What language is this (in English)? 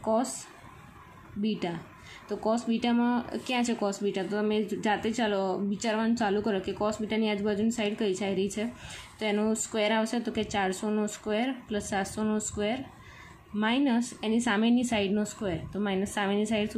Gujarati